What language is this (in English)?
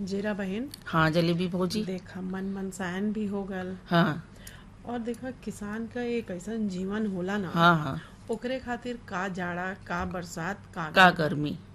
Bhojpuri